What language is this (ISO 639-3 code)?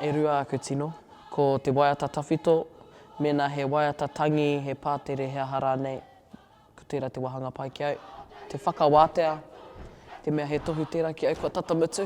mri